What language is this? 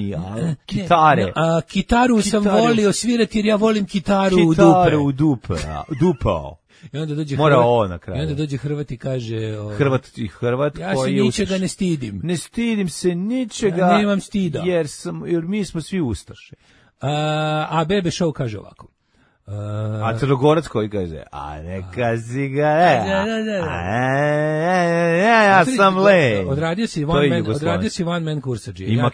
Serbian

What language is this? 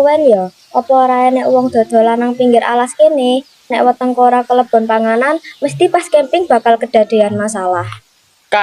Javanese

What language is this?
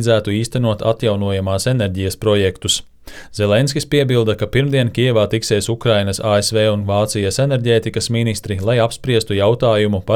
Latvian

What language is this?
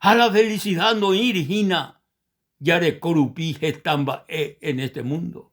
Guarani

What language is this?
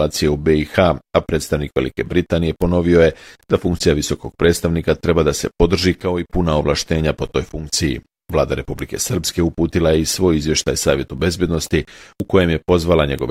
Bosnian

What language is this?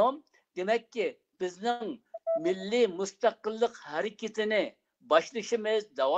Uyghur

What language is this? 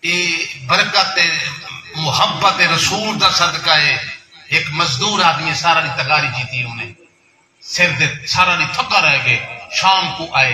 Saraiki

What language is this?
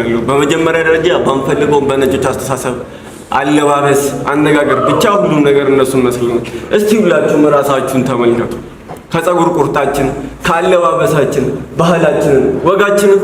Amharic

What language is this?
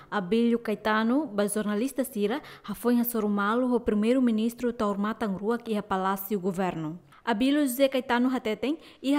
Tetum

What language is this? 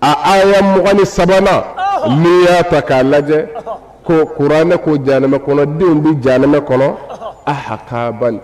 Bambara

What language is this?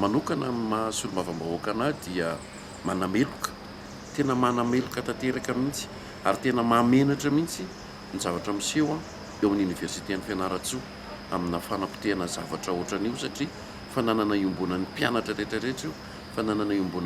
Malagasy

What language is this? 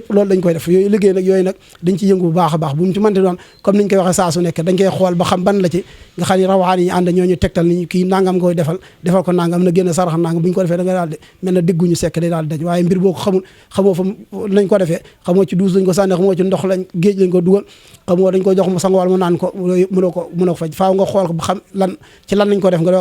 Wolof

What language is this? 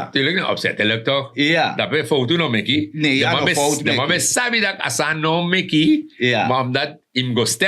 Sranan Tongo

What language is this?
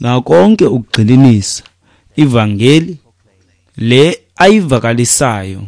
Xhosa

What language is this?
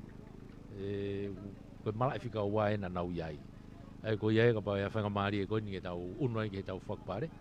Tongan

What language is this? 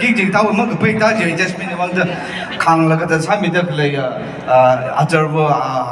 Tangkhul Naga (India)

